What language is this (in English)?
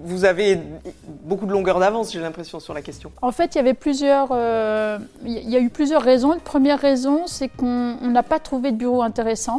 French